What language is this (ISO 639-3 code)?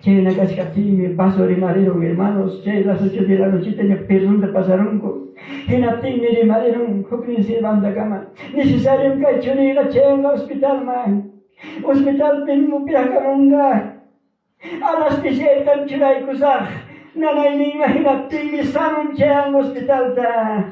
quy